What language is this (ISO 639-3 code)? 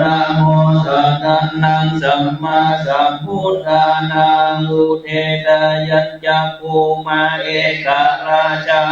pli